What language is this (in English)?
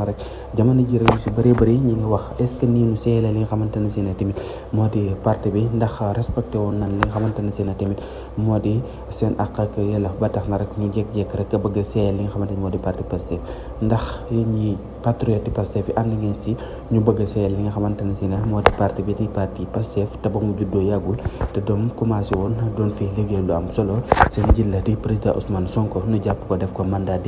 Wolof